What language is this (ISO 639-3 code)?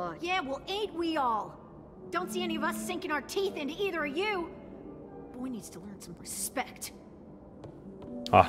zho